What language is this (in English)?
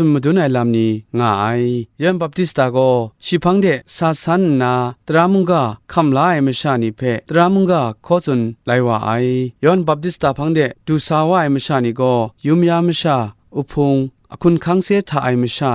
Kachin